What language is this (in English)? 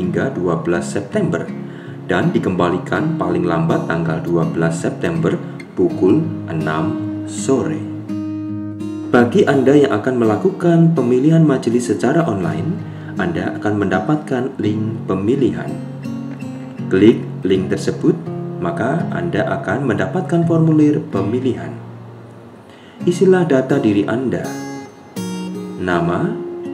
Indonesian